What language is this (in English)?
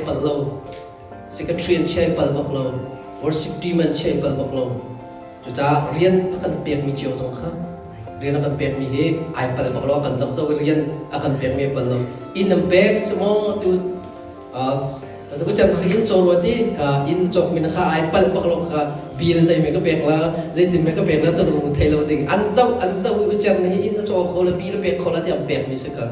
Hakha Chin